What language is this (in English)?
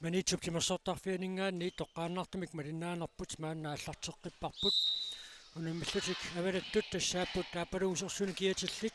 Kalaallisut